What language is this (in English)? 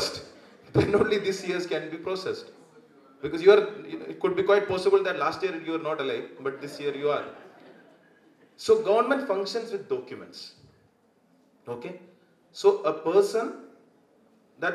English